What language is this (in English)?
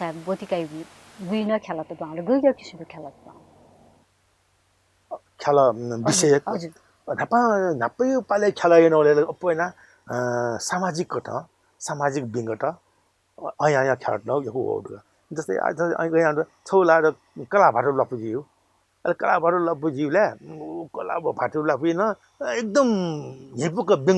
Newari